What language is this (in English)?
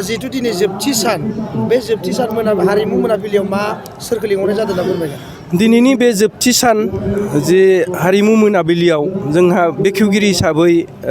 Bodo